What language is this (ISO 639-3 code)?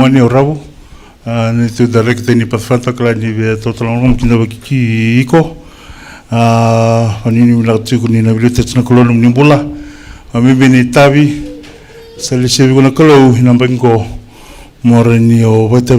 fij